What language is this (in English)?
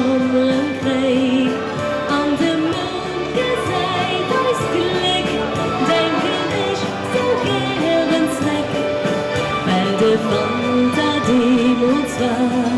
Luxembourgish